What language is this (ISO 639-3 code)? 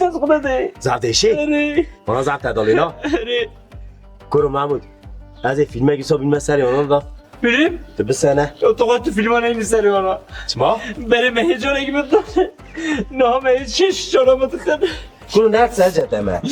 kur